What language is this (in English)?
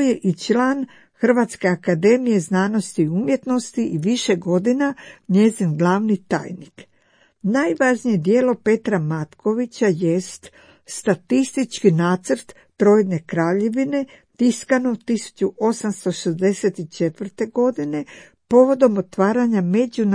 Croatian